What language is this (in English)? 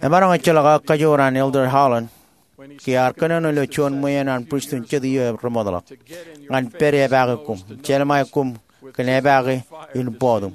Marshallese